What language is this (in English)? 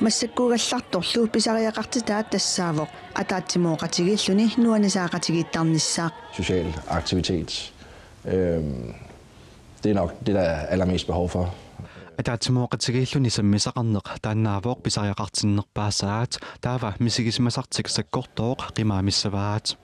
Kalaallisut